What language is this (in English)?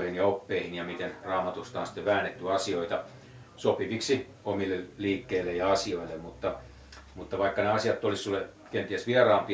Finnish